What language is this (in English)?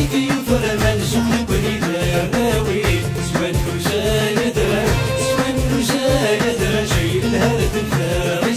Kabyle